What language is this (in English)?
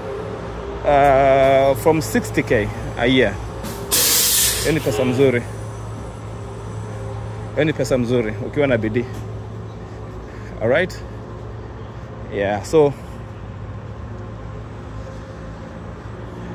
Swahili